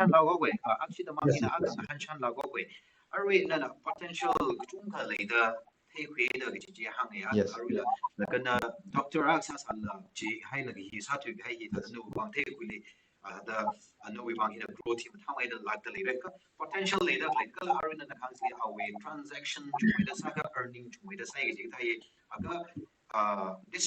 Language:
Tangkhul Naga (India)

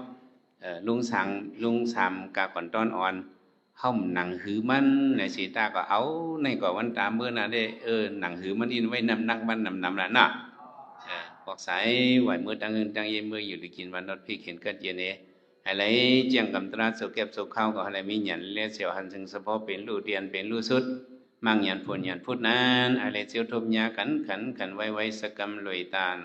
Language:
Shan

